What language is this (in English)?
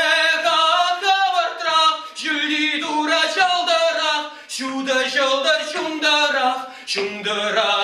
Chuvash